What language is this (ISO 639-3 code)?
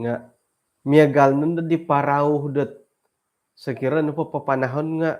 dtp